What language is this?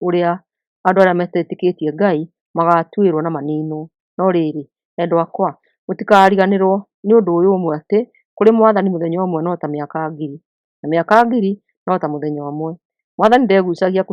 Kikuyu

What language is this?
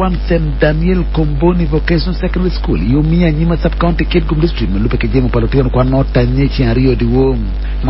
Acoli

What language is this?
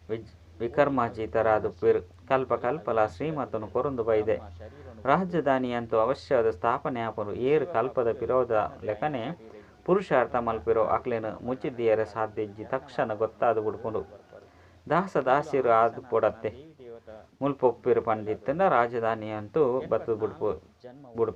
Tulu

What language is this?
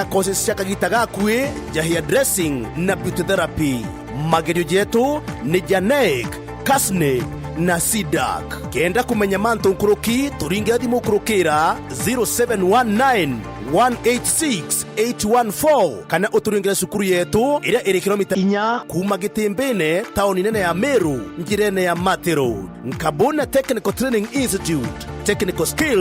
Meru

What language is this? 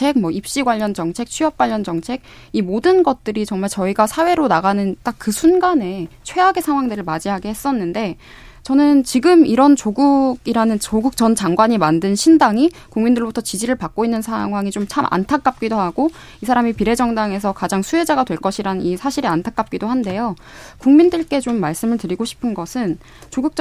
Korean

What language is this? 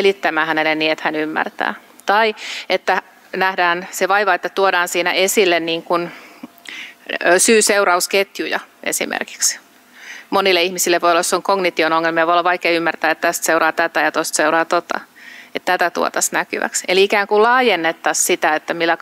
Finnish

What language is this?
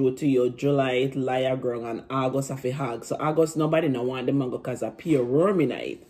Jamaican Creole English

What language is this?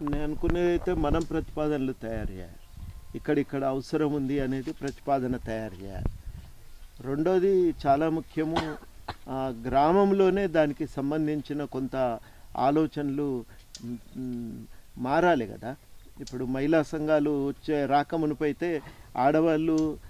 Telugu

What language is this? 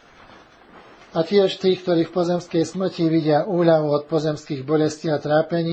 Slovak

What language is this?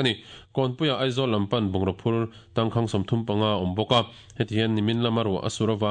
Mizo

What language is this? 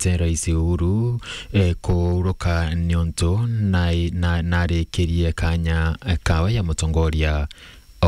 Meru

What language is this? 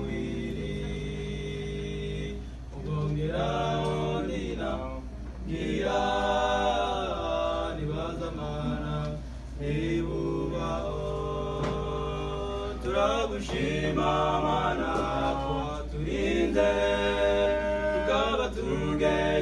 Kinyarwanda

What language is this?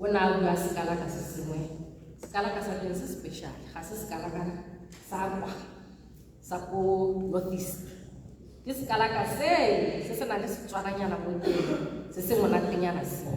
Tswana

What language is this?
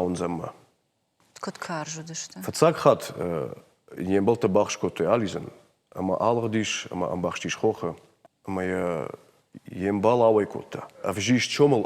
Ossetic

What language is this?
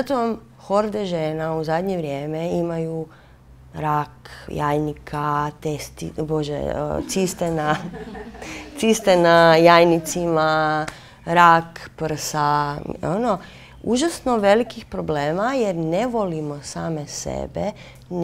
Croatian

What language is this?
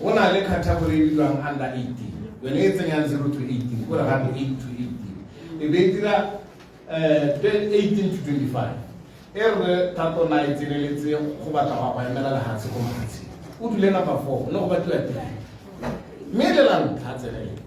Tswana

